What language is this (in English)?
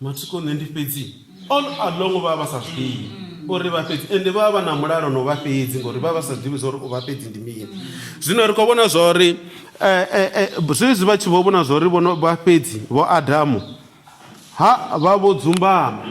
Venda